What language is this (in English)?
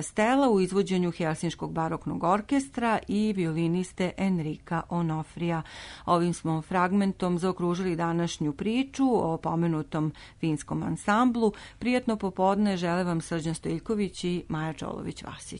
Serbian